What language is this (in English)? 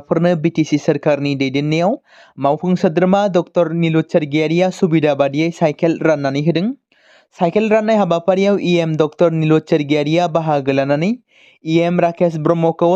Bodo